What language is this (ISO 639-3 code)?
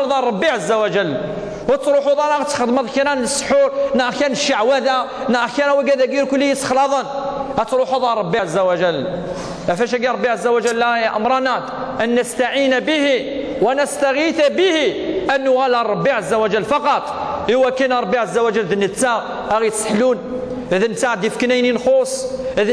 kab